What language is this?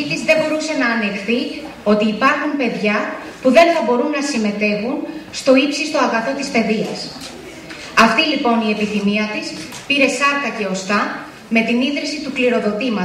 Greek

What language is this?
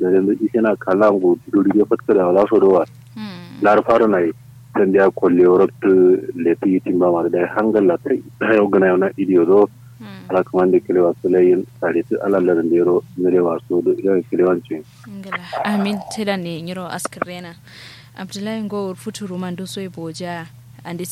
Kanuri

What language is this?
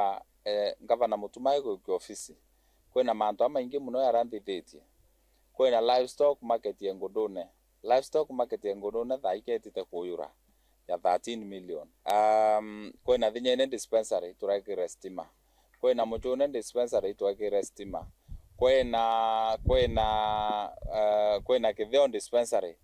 Meru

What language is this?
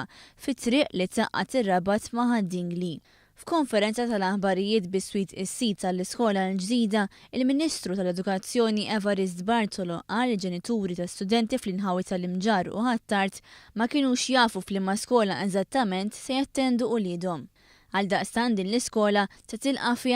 Maltese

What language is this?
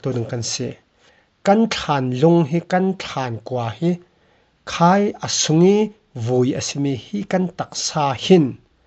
Falam Chin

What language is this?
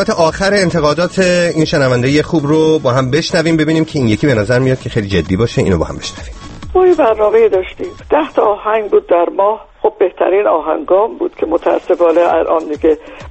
Persian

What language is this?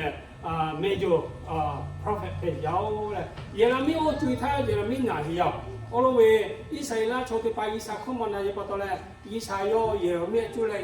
Lahu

